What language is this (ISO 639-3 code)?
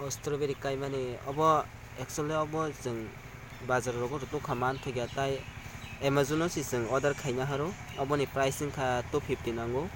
trp